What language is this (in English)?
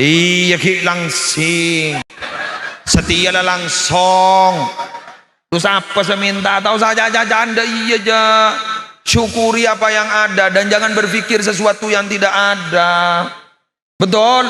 Madurese